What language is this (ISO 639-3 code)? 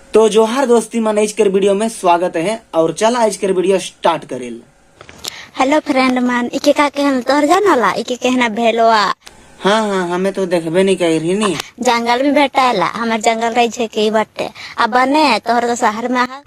sck